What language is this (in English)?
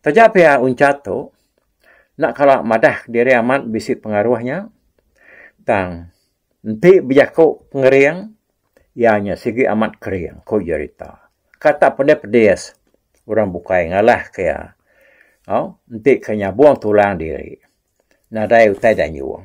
Iban